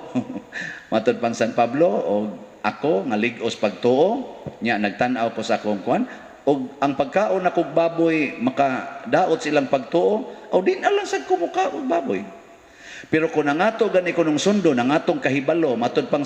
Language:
Cebuano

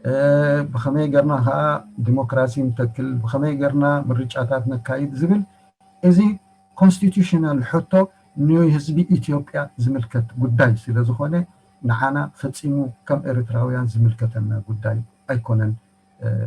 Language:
Tigrinya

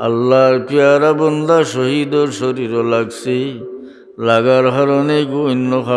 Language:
Sylheti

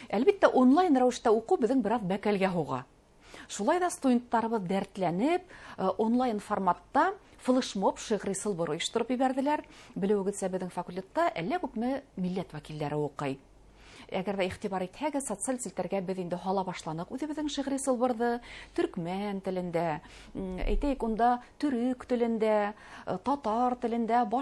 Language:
Bashkir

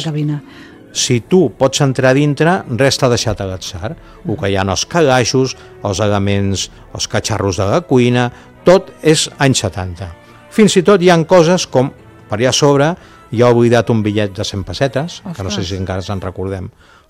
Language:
Catalan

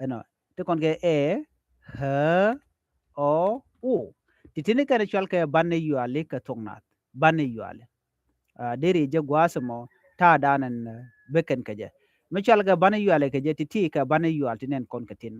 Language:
Nuer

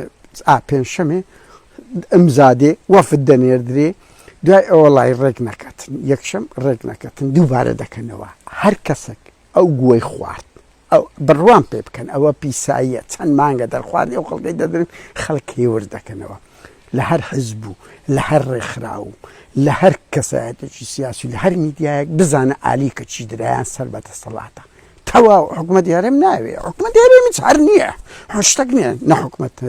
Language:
Central Kurdish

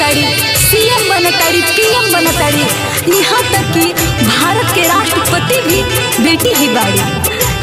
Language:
Bhojpuri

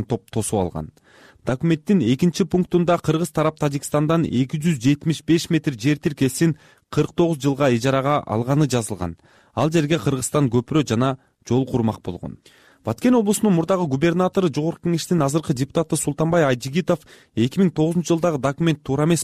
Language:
Kyrgyz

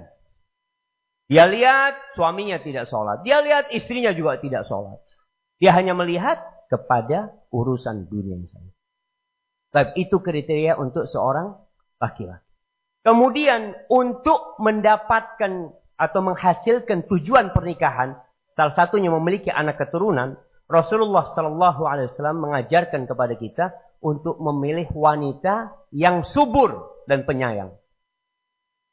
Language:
Indonesian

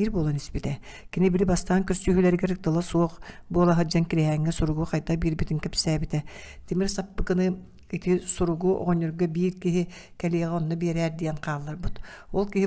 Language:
Yakut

